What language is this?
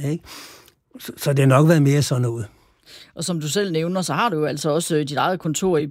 Danish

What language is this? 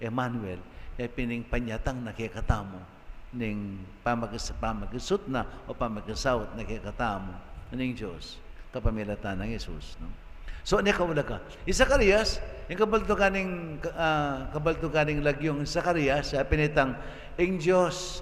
Pampanga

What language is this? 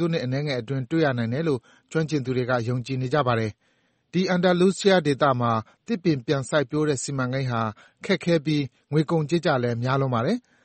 Burmese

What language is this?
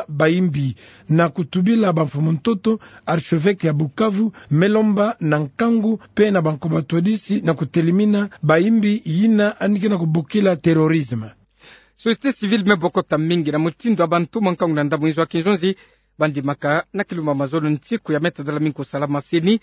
Kituba (Democratic Republic of Congo)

